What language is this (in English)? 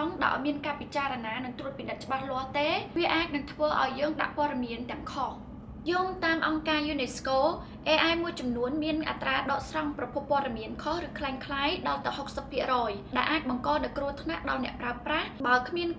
Khmer